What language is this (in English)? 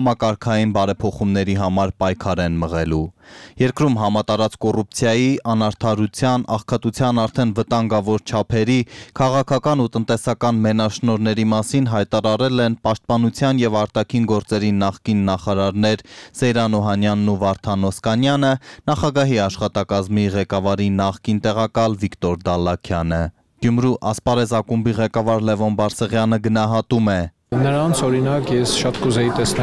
Armenian